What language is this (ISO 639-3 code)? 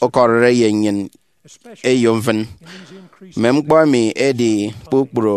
efi